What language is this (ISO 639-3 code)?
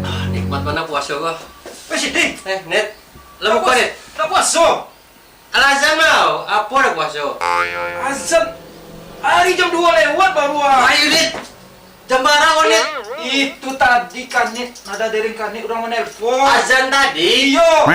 min